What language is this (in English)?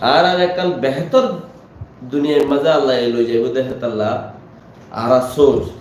Rohingya